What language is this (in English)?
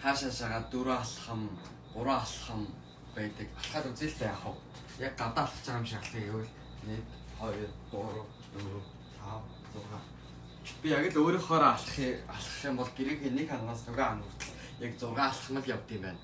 Mongolian